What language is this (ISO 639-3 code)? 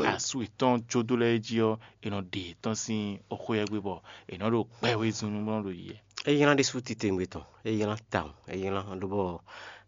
fon